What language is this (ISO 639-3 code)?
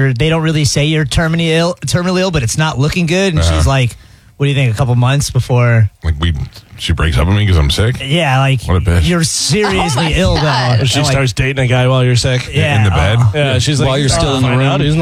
eng